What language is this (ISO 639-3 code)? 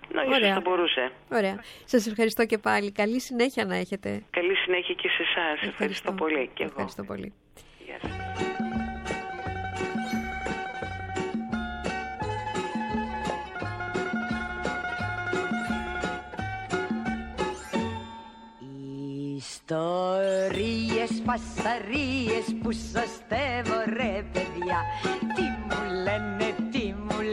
ell